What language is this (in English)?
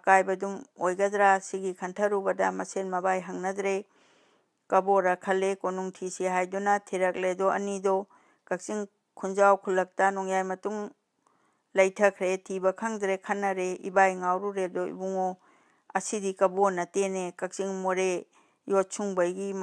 Manipuri